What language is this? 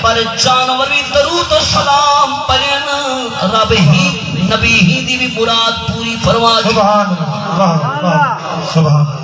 Saraiki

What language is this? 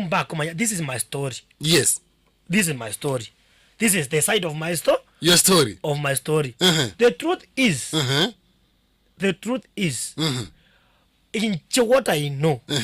Gusii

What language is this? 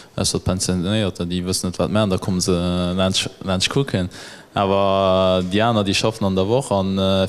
Luxembourgish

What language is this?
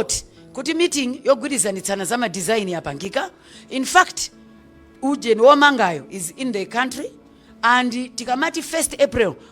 Nyanja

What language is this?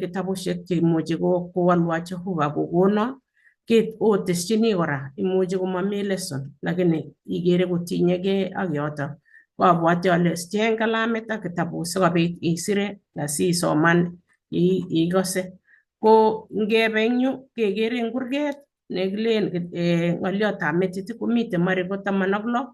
Kalenjin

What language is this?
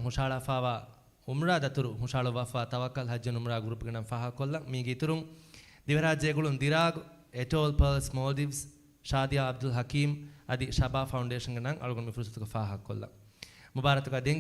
Divehi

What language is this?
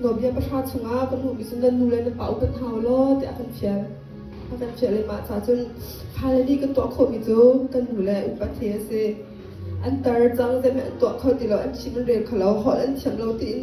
Hakha Chin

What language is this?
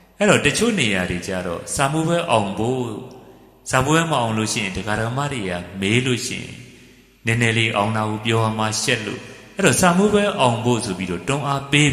Burmese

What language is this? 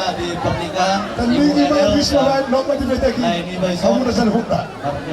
Batak Toba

